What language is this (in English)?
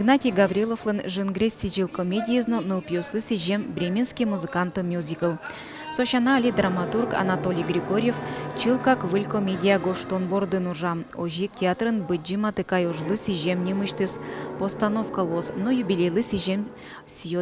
Udmurt